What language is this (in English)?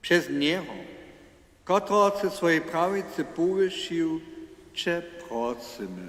Upper Sorbian